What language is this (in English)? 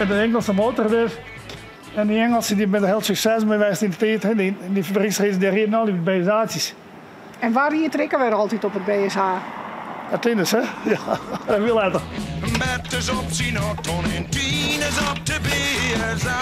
Western Frisian